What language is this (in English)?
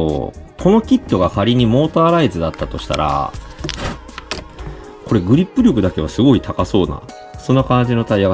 Japanese